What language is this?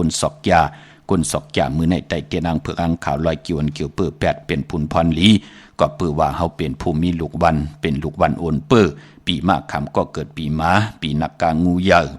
Shan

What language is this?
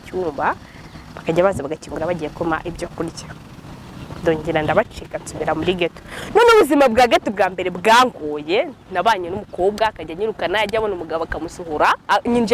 Kinyarwanda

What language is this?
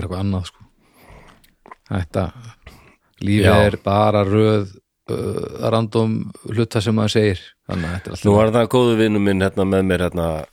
Icelandic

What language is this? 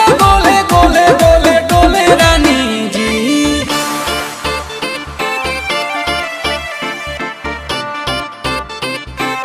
Bhojpuri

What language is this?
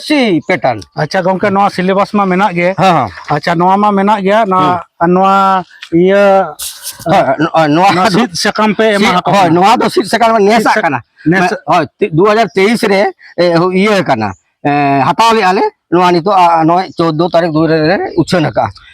Santali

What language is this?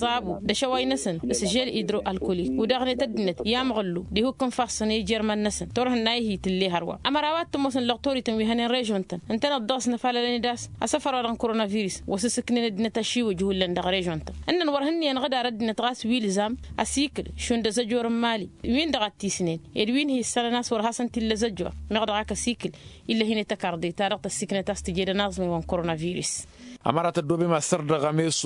Tamasheq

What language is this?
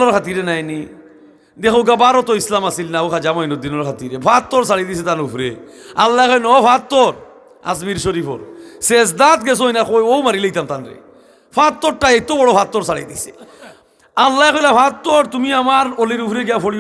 Sylheti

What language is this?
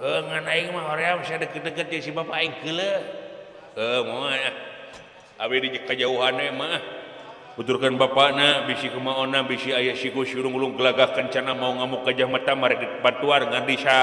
Sundanese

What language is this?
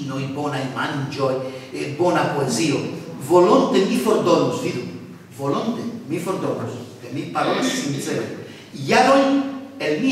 Esperanto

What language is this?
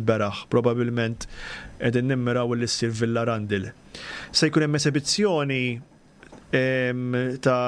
Maltese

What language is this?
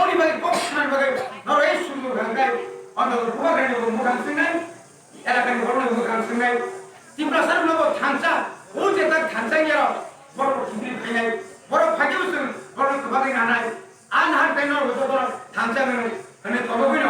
Kok Borok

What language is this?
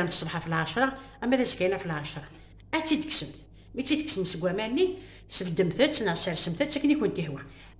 Kabyle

